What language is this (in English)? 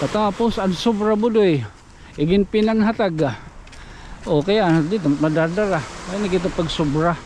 Waray